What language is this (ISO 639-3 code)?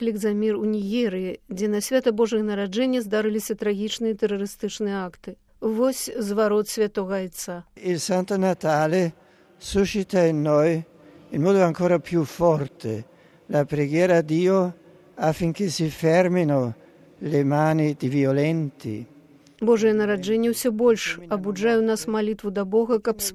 bel